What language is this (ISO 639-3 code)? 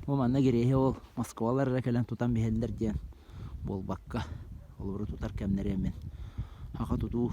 sah